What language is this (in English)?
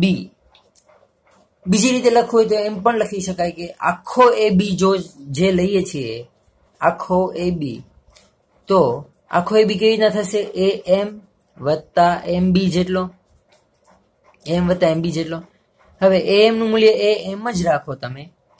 Gujarati